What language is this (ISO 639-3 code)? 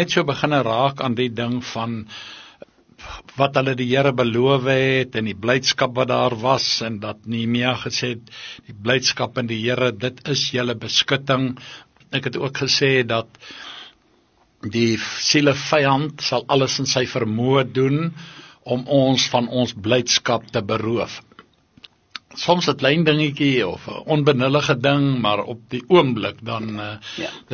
afr